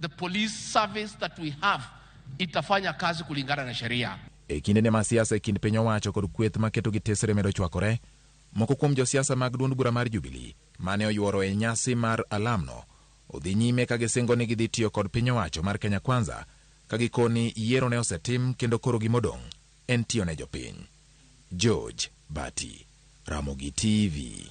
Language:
Luo (Kenya and Tanzania)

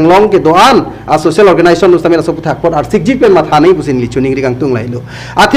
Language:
Karbi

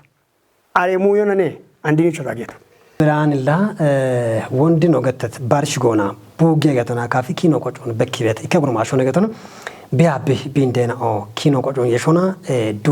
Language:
Kafa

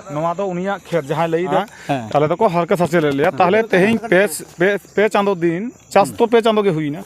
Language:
Santali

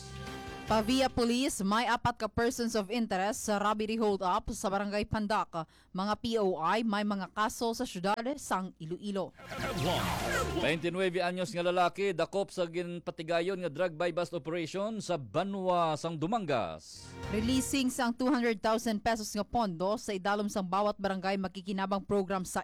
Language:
Hiligaynon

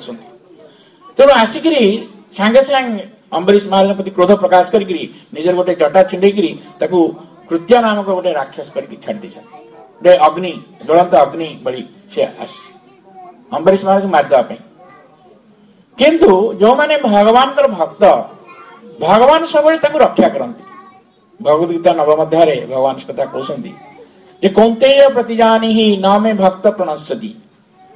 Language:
Odia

